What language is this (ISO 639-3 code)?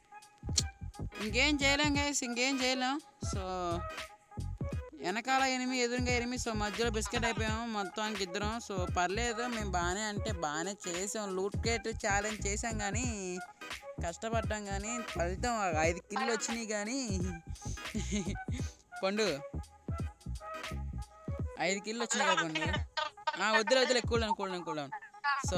tel